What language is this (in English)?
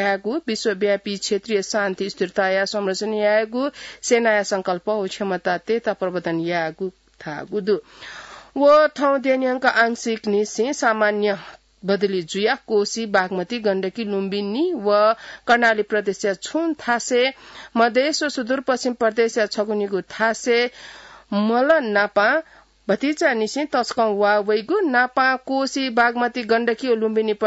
Newari